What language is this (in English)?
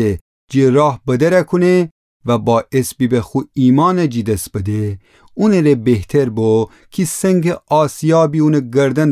Gilaki